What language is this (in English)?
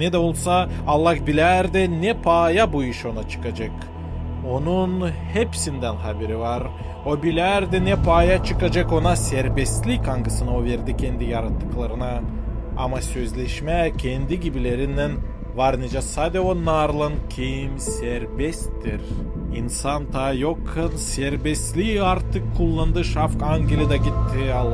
Gagauz